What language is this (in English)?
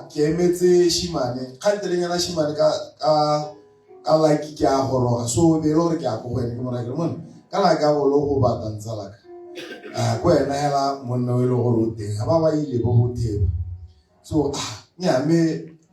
Tswana